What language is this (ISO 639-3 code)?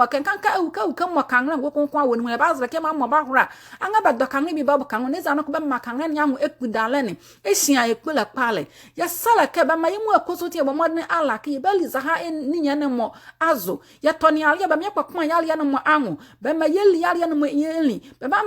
nzi